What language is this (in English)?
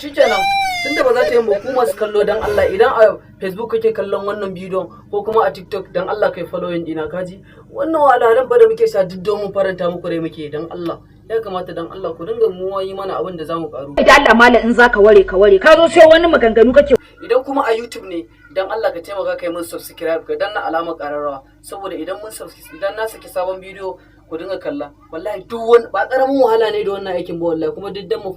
Hausa